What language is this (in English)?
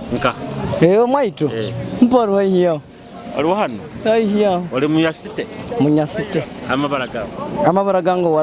Nyoro